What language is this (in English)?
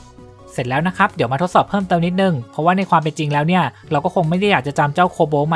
Thai